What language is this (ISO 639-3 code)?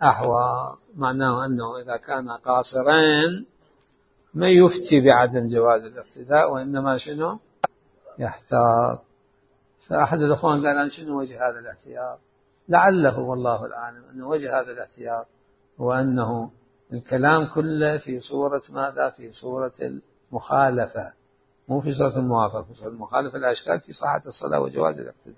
acm